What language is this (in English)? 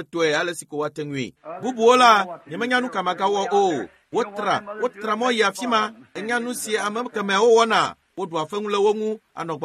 Ewe